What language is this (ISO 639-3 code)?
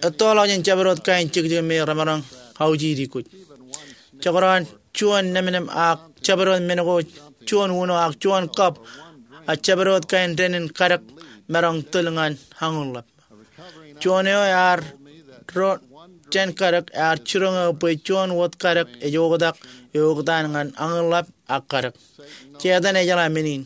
mah